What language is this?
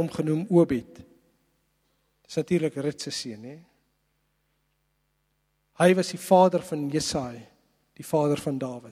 Afrikaans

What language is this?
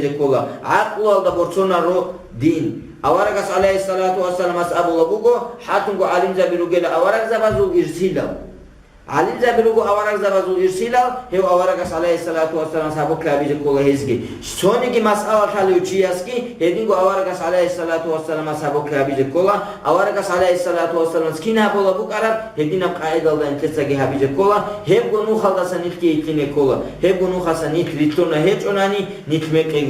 Avaric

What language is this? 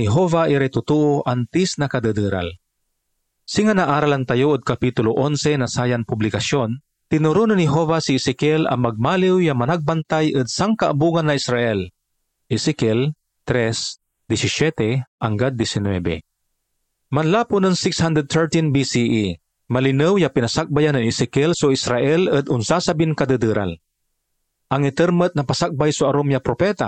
Pangasinan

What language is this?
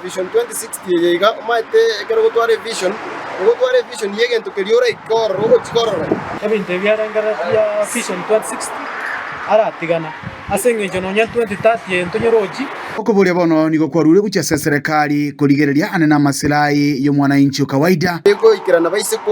Gusii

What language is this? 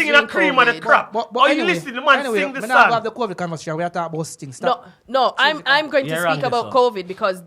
Jamaican Creole English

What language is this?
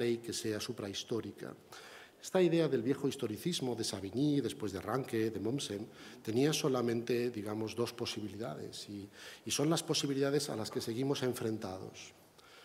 Spanish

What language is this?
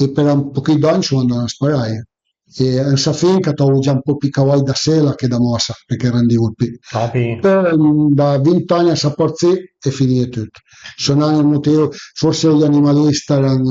Piedmontese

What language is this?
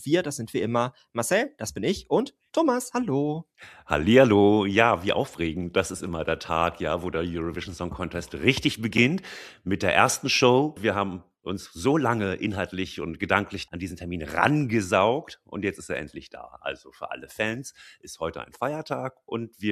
German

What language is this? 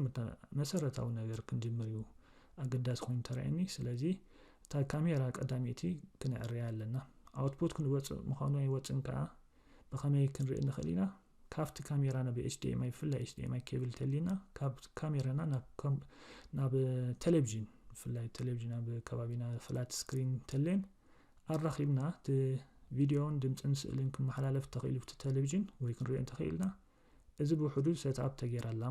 Tigrinya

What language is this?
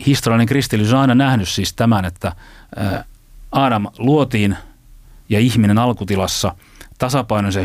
Finnish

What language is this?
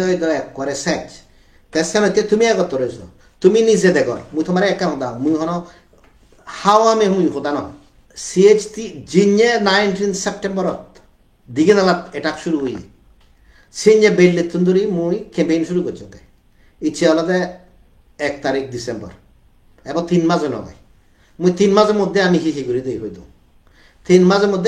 Chakma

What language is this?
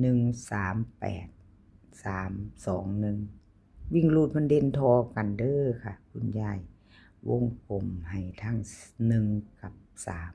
Northeastern Thai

